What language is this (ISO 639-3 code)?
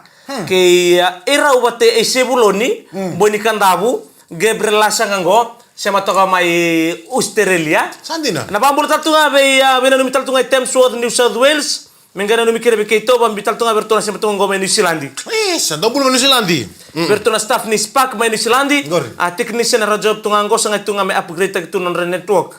fij